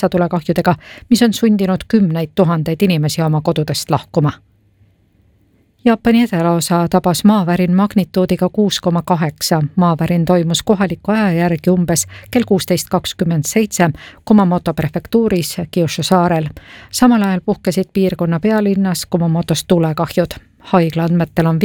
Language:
Estonian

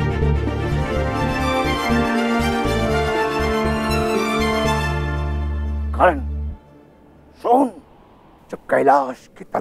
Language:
Hindi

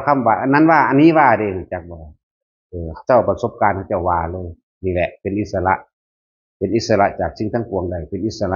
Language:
Northeastern Thai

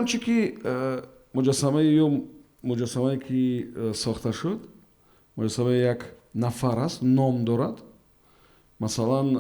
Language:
Tajik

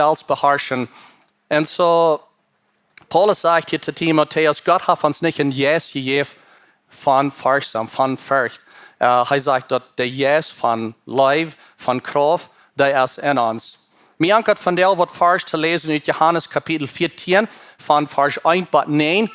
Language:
Plautdietsch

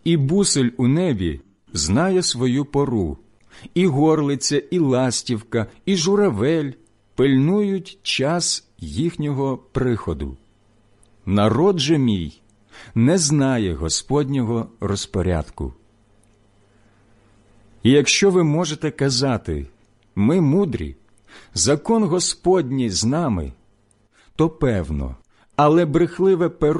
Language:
Ukrainian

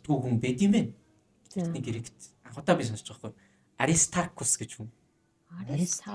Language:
Mongolian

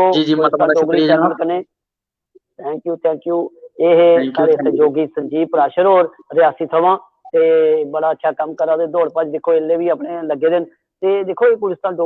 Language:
Dogri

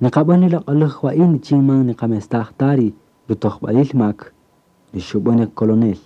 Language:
Kaqchikel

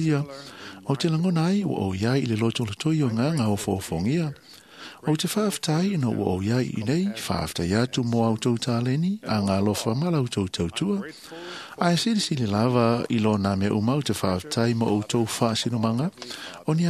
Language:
Samoan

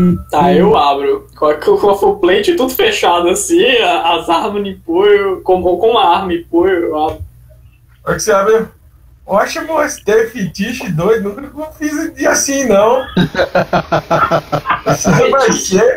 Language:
Portuguese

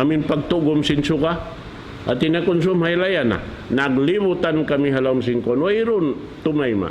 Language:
Tausug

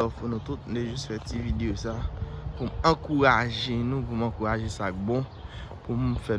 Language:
Haitian Creole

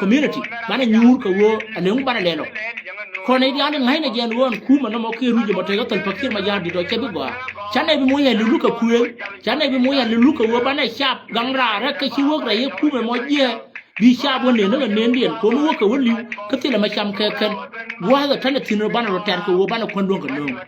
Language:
Nuer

